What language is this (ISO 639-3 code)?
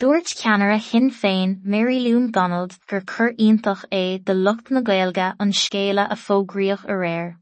gle